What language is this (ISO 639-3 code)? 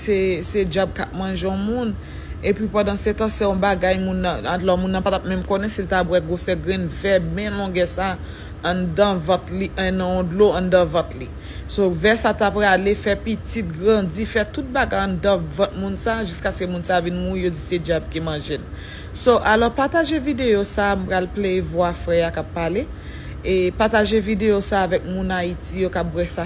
hat